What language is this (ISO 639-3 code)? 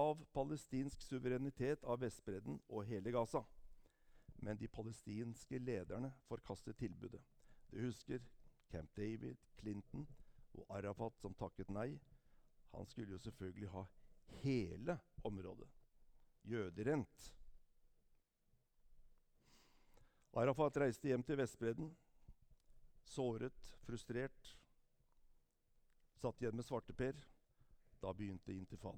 nor